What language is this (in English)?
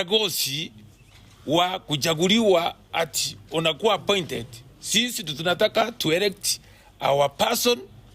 Gusii